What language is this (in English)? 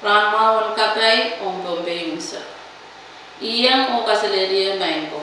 Pohnpeian